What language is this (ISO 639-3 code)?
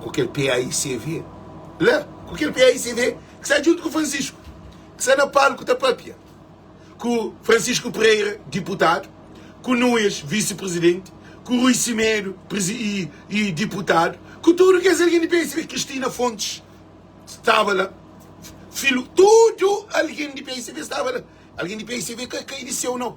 kea